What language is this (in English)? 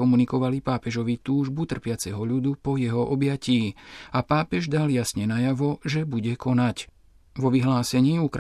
Slovak